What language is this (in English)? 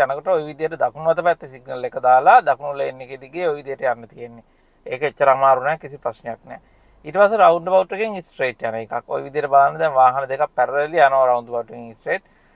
Sinhala